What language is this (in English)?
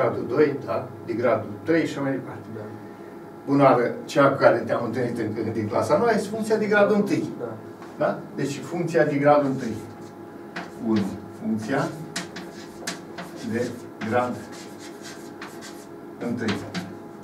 Romanian